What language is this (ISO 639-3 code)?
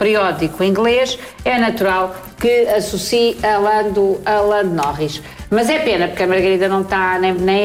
por